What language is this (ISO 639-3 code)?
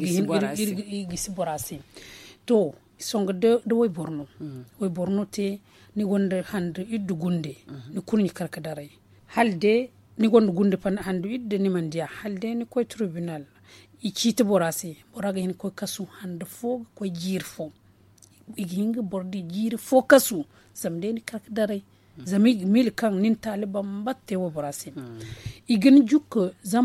dje